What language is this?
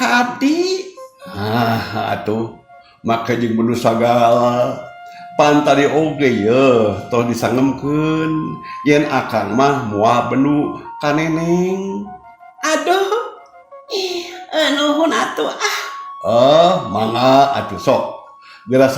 Sundanese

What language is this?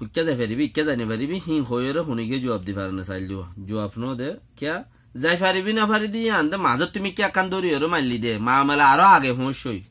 Rohingya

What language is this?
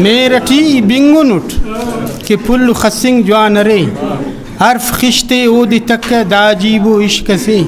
Brahui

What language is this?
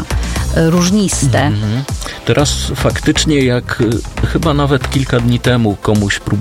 Polish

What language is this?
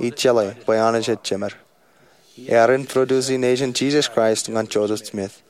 Marshallese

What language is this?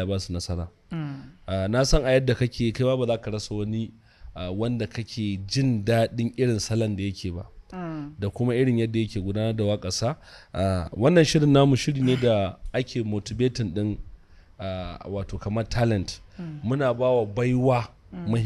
Hausa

